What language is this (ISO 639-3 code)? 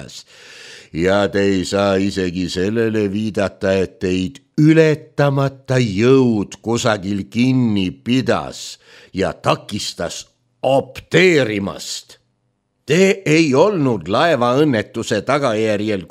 est